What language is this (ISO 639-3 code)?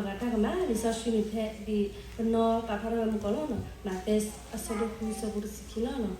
ksw